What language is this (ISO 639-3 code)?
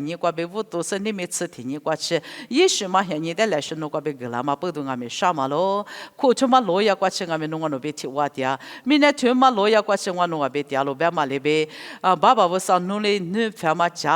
lis